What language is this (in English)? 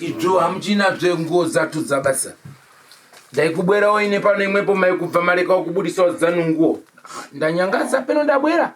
Shona